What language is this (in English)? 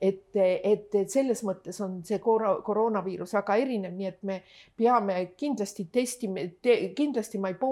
Estonian